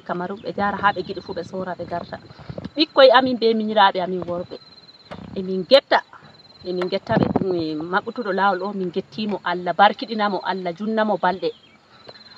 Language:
Fula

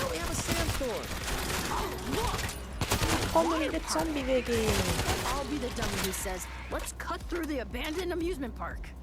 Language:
Swiss German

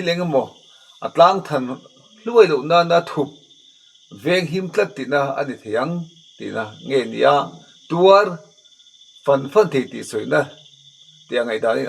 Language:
Mizo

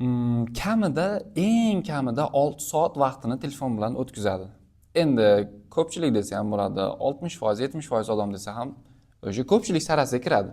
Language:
Uzbek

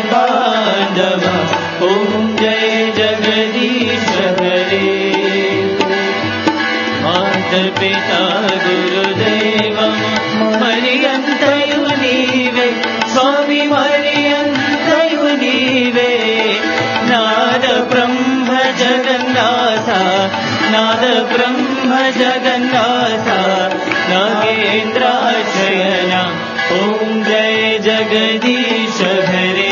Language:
Telugu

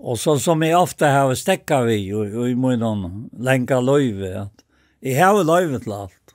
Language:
Faroese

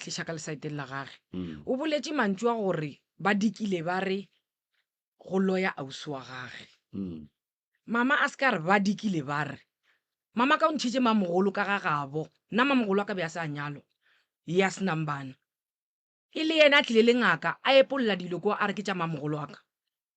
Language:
Northern Sotho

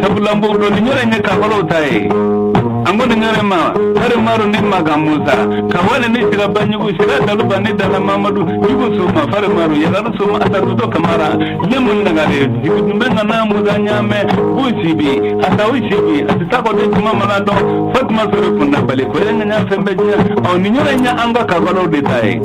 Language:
Bambara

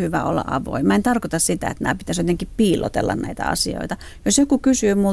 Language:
Finnish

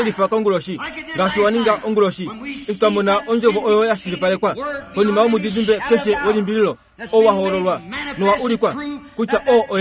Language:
Kuanyama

